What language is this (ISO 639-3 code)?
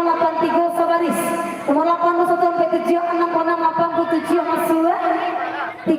min